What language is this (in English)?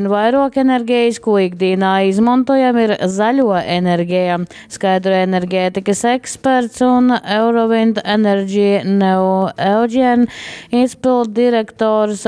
Latgalian